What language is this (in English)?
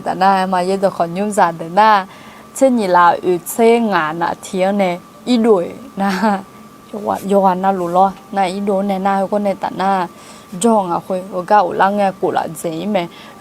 Akha